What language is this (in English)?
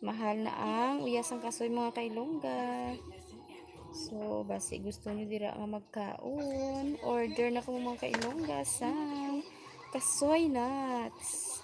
Hiligaynon